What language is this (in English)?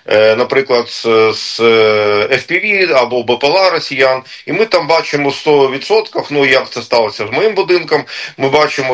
Ukrainian